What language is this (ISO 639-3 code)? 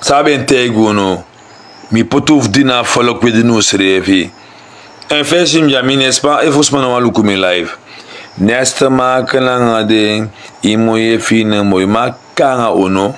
srn